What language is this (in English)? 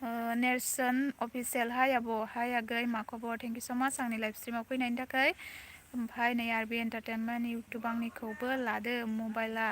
Bodo